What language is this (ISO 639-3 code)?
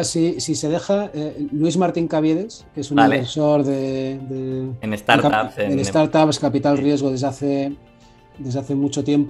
spa